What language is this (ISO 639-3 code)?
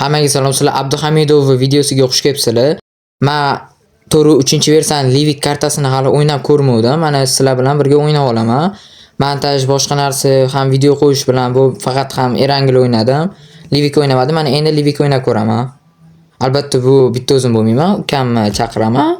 uzb